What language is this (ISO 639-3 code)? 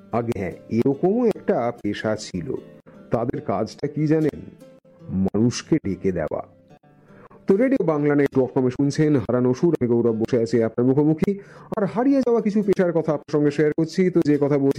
ben